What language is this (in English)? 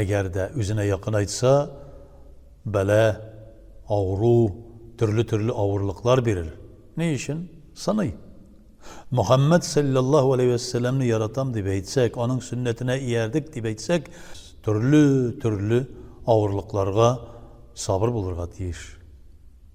Tatar